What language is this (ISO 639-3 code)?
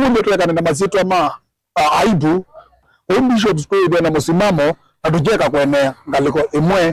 kam